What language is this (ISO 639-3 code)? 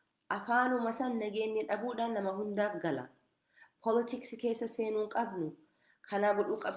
orm